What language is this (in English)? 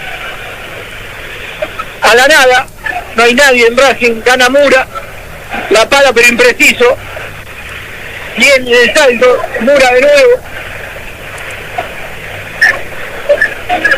Spanish